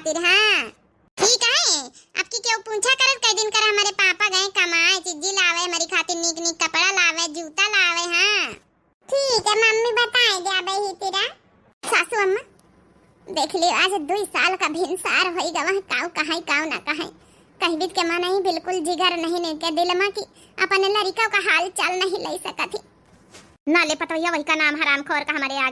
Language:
Awadhi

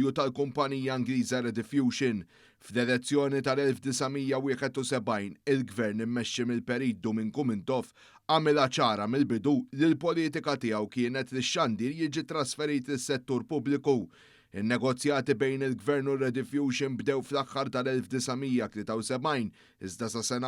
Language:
Maltese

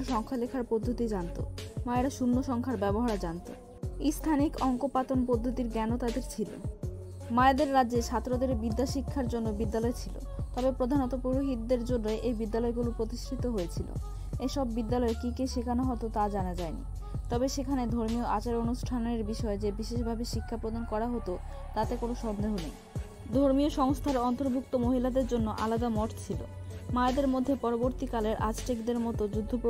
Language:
Bangla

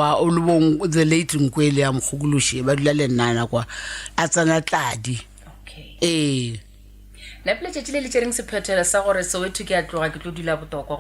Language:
Northern Sotho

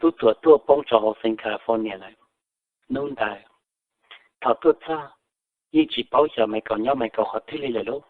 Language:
Hmong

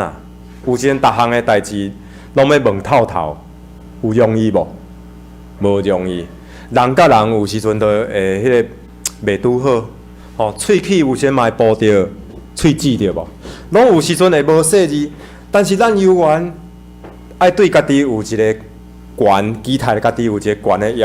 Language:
Min Nan Chinese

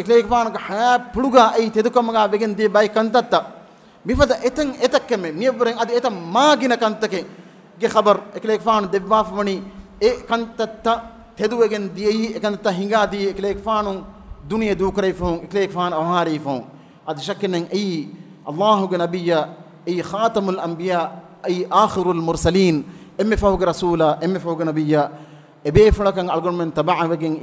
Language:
Divehi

